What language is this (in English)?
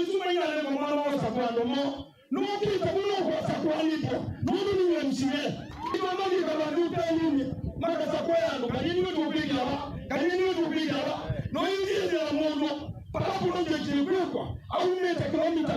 Kamba